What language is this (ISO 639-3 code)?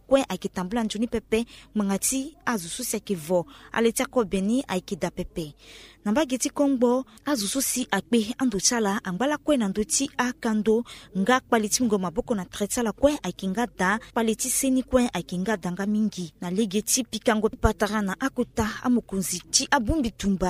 sag